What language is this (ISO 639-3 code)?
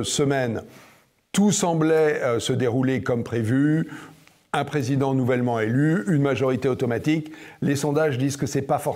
fra